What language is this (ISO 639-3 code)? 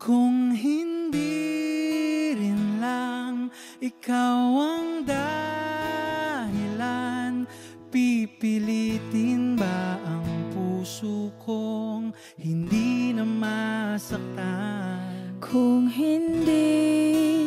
fil